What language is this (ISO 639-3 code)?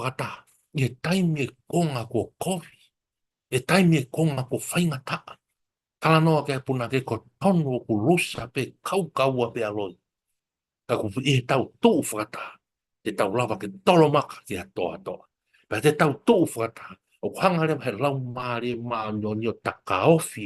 ton